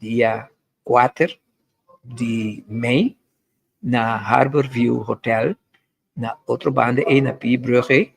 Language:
Papiamento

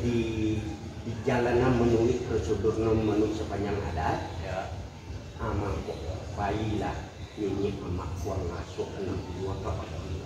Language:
Minangkabau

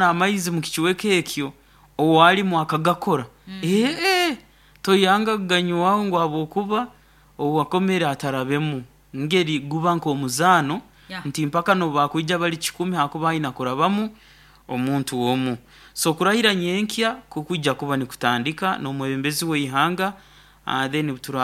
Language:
Nyoro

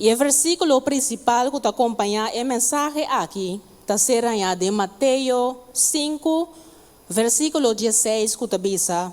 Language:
Papiamento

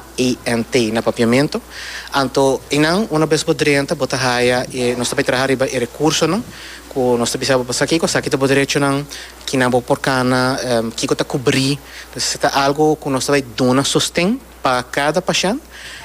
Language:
Papiamento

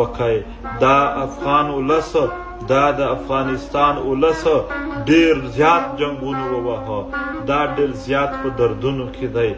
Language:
Pashto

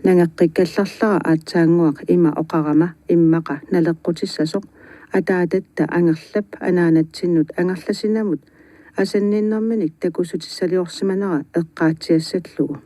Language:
Kalaallisut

